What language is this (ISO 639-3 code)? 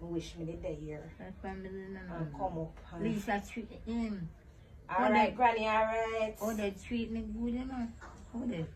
jam